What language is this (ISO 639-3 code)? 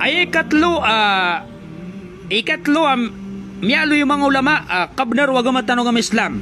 mrw